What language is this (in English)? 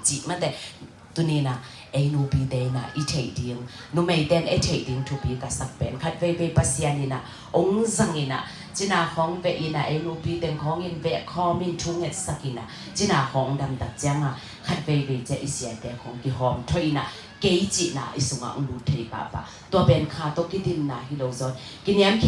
Tedim Chin